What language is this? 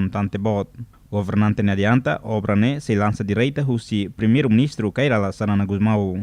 Tetum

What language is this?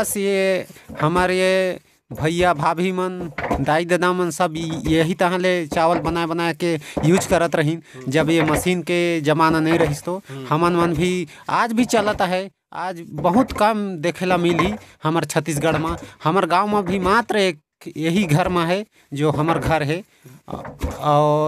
Chhattisgarhi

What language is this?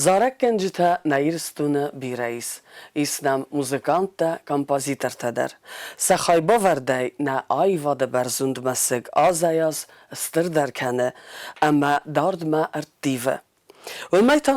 Ossetic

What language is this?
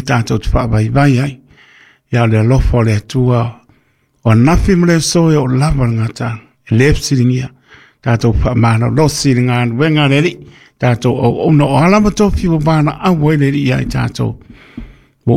Samoan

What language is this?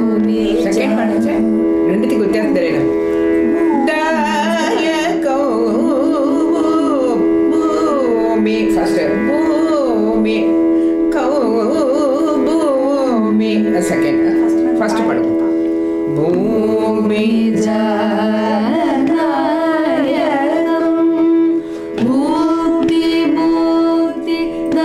Tamil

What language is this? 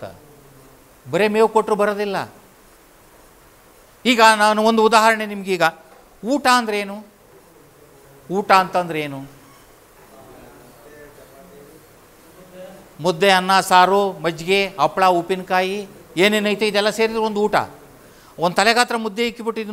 Kannada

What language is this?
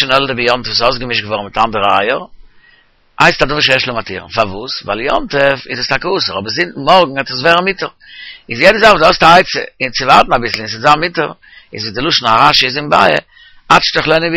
Yiddish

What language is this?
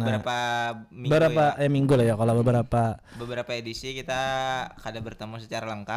Banjar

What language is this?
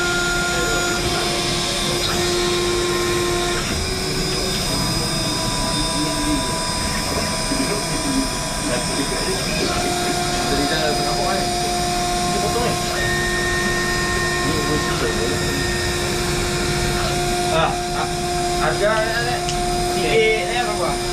Malay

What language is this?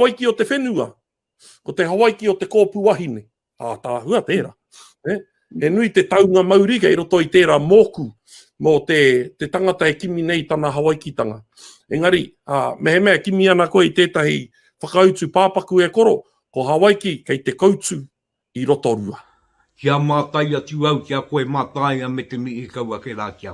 Māori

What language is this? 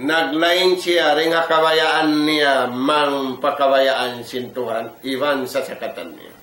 Tausug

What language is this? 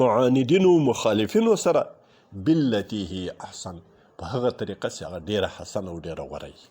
Pashto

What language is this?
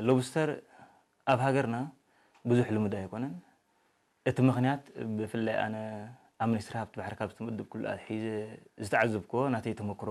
Tigrinya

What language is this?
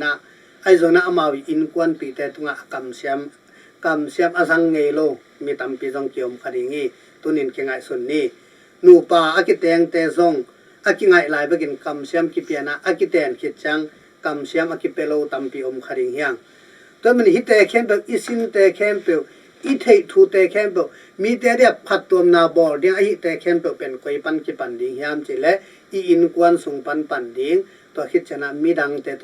Tedim Chin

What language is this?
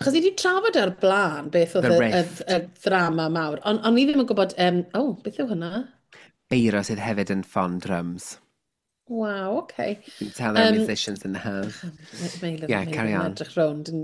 Welsh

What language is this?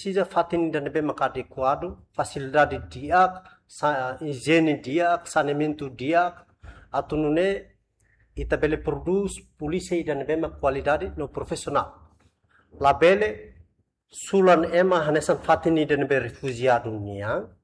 Tetum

